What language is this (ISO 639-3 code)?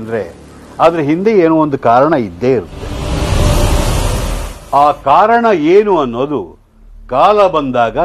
kan